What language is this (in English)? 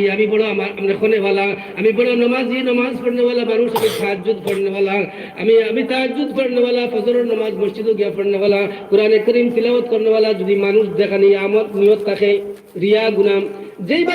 Sylheti